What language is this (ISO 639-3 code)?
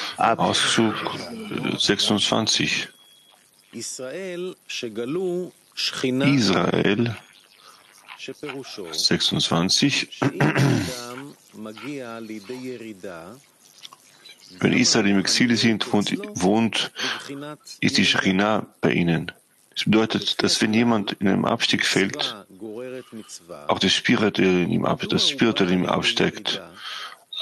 deu